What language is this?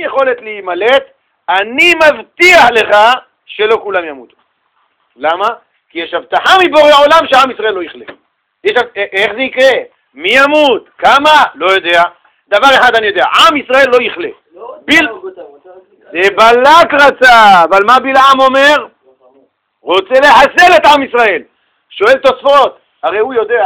Hebrew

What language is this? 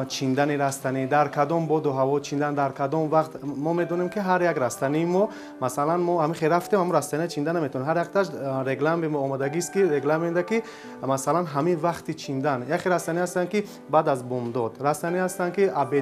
Tajik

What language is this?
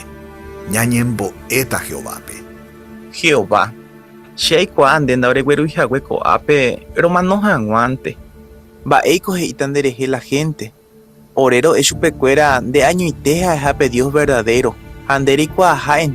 Guarani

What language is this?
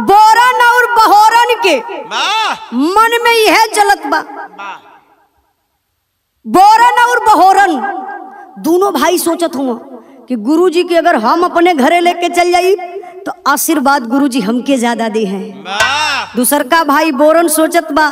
Bhojpuri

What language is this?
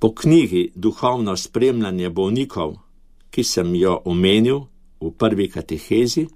Slovenian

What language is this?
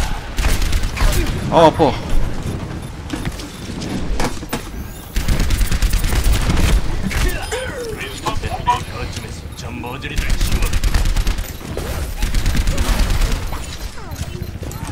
Korean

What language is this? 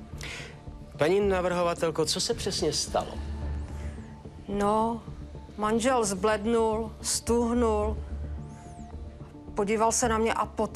Czech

